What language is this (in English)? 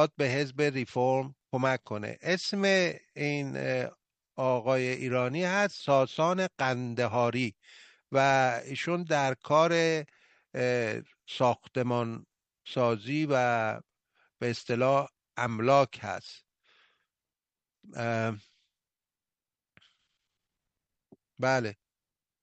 Persian